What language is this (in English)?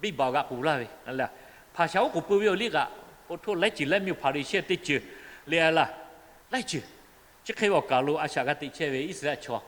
Lahu